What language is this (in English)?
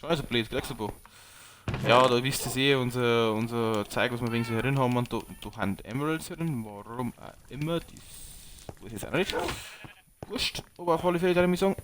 Bavarian